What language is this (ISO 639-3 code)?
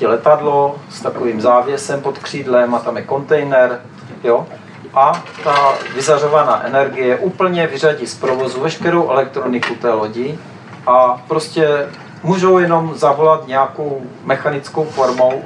ces